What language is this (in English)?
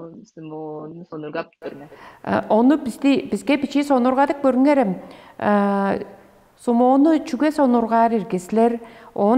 Tuvinian